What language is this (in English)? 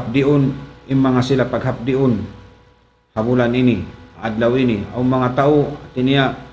Tausug